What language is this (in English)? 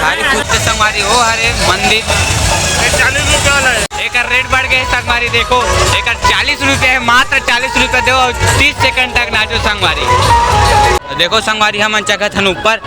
Chhattisgarhi